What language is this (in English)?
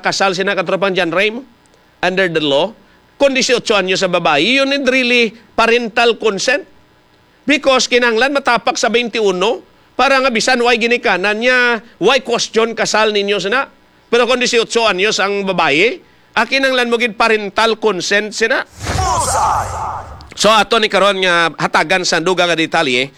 Hiligaynon